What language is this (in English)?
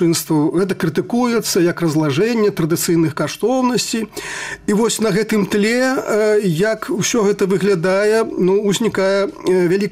Belarusian